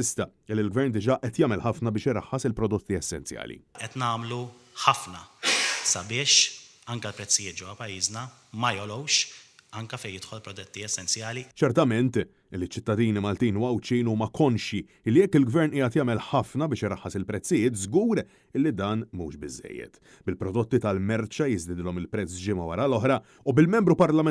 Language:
Maltese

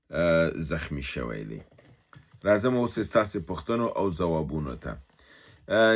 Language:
Pashto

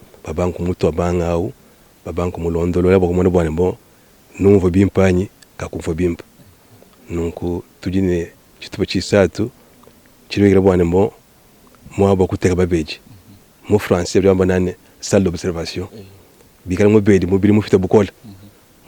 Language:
Luba-Lulua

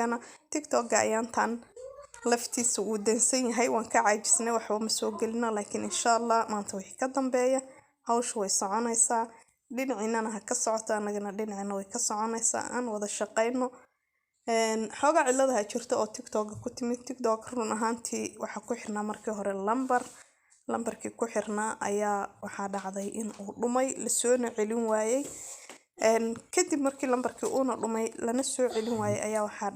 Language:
Somali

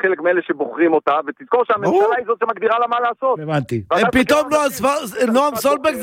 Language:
Hebrew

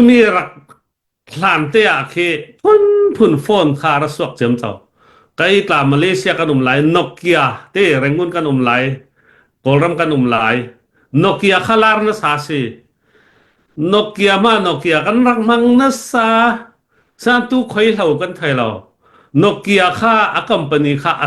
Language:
Hakha Chin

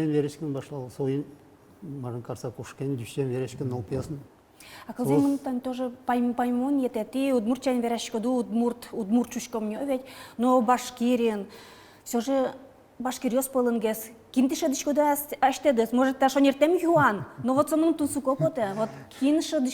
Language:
Udmurt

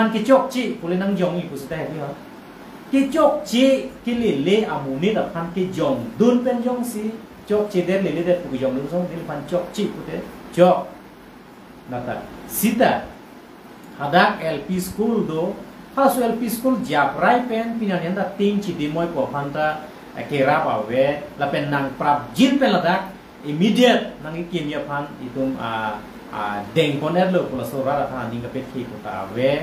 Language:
Karbi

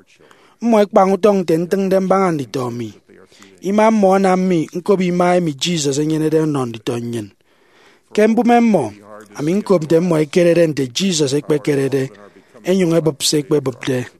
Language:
Efik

